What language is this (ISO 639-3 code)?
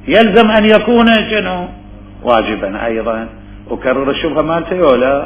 acm